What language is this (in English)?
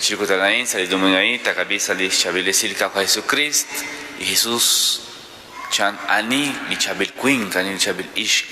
Kekchí